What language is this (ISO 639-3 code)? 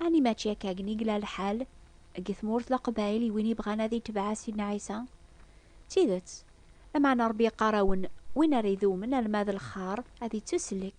kab